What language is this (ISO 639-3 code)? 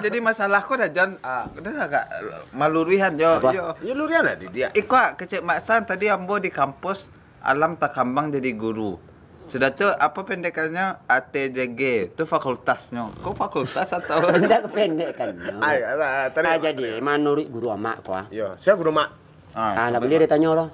min